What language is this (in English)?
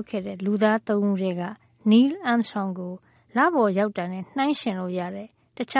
Burmese